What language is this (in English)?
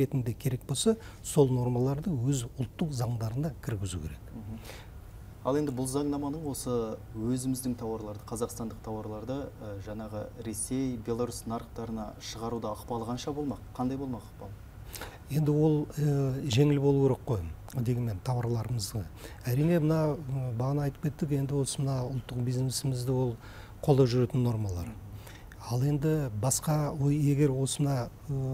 Kazakh